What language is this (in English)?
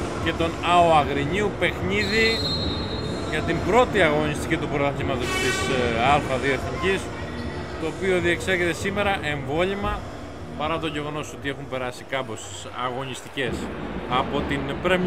Greek